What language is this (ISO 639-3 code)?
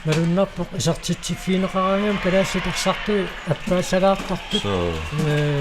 kal